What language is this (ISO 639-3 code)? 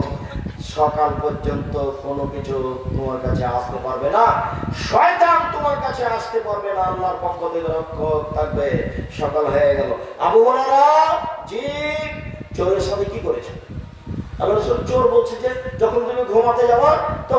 ben